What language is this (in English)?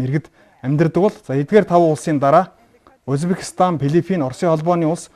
Mongolian